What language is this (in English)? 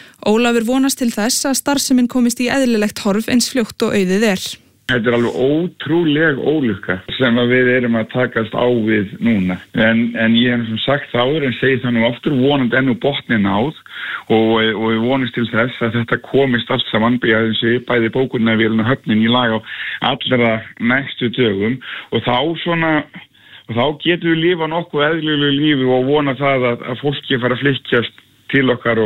Icelandic